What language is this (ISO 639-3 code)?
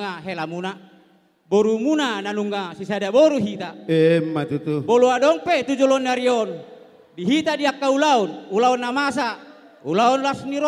bbc